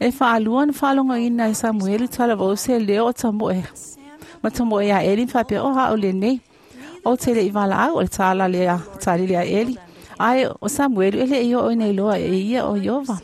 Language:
Samoan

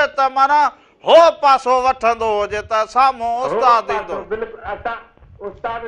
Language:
Sindhi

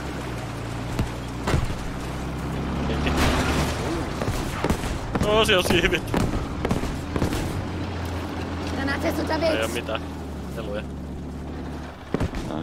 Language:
Finnish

